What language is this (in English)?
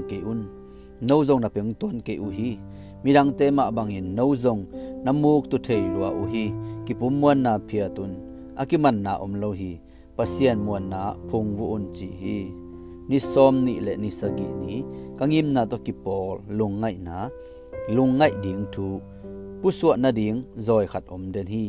Tedim Chin